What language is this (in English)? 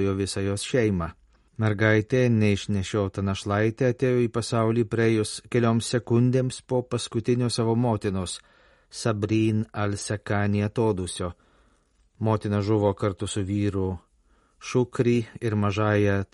Lithuanian